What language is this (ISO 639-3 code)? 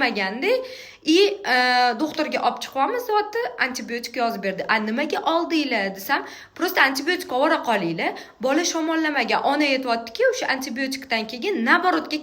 uzb